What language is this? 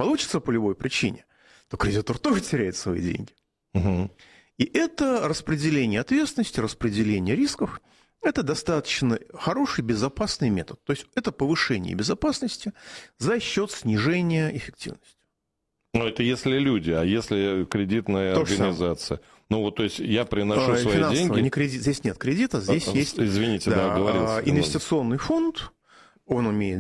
Russian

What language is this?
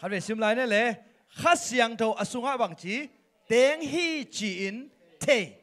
Tedim Chin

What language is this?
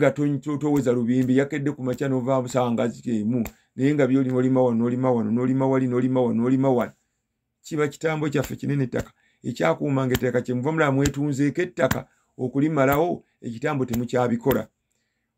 Ganda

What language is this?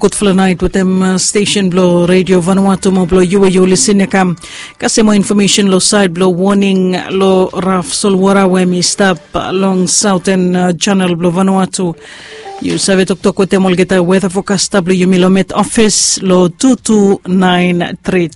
Bislama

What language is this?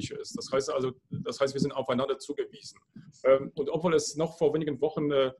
German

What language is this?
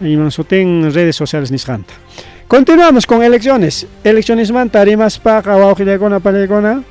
Ayacucho Quechua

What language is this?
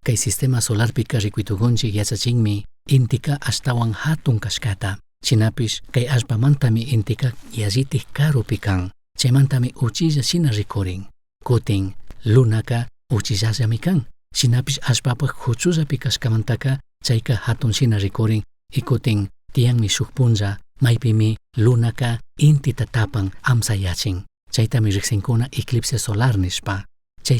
Chimborazo Highland Quichua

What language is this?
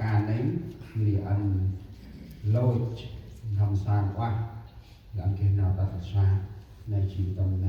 Central Mnong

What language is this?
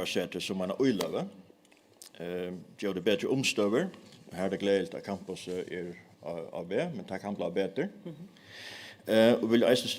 Faroese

